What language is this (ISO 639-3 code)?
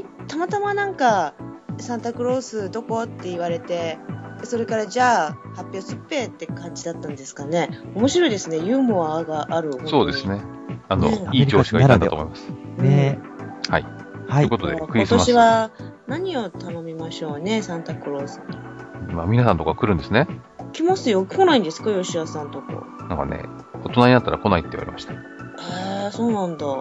jpn